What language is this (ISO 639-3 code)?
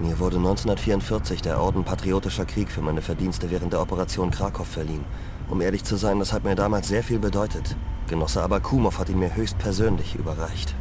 bar